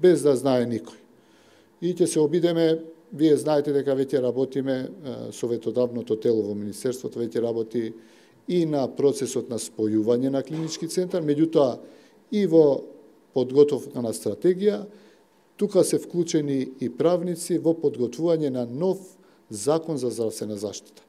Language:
Macedonian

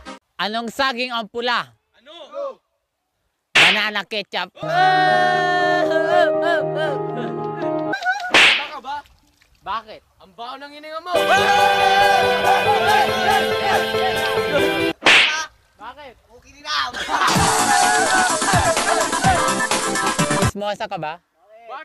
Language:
Filipino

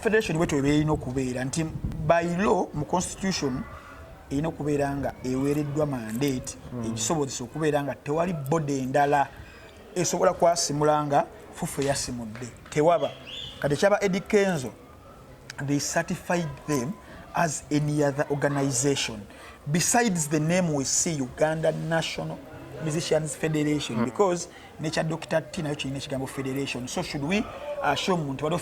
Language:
Ganda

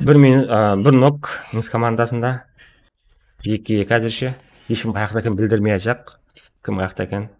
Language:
Kara-Kalpak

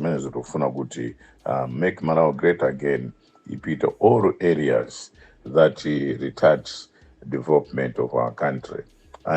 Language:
Nyanja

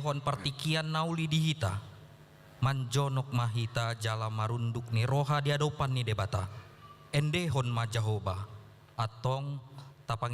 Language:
Batak Toba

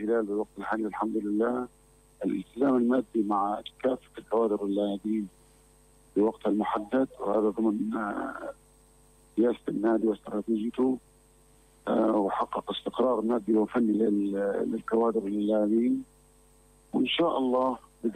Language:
North Levantine Arabic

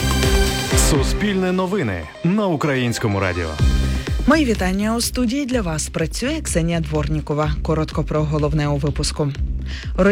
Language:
Ukrainian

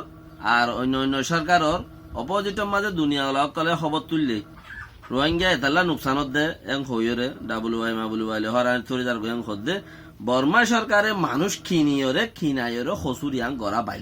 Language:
Rohingya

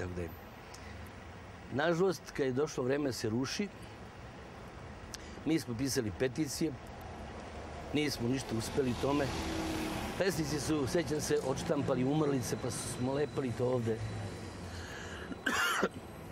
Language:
Serbian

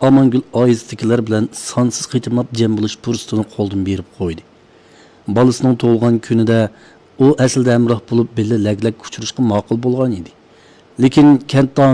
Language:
Uyghur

